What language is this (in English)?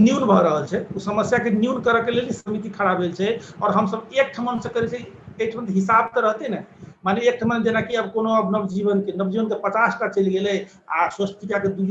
Maithili